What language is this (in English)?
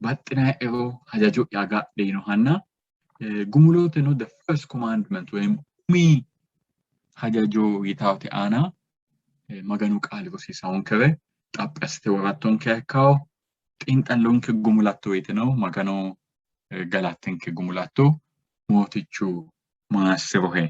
Sidamo